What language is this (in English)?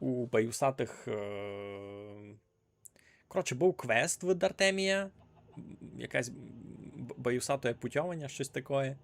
Rusyn